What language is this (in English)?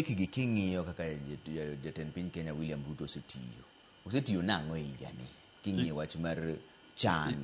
Luo (Kenya and Tanzania)